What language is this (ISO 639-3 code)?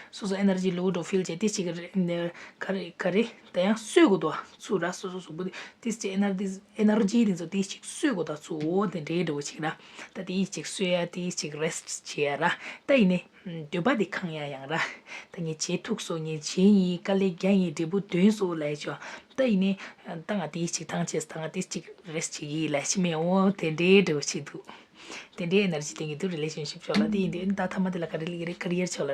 bod